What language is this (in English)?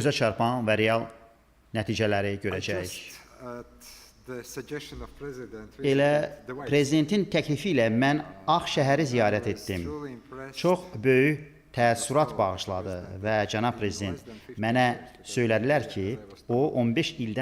Azerbaijani